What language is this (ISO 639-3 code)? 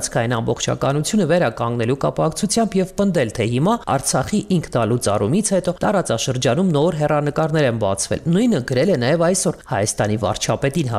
hye